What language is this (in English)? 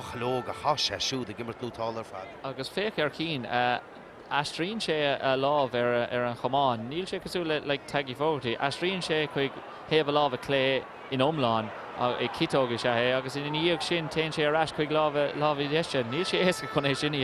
Irish